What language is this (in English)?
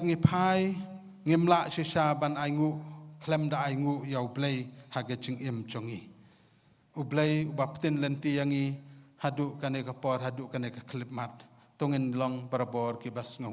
Khasi